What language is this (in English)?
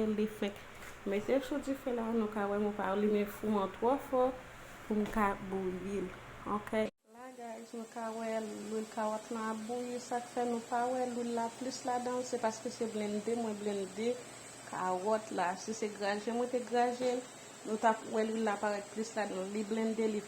Haitian Creole